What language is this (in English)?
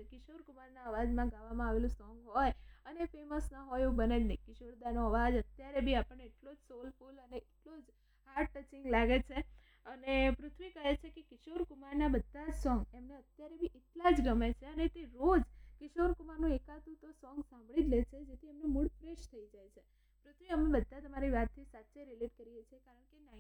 Gujarati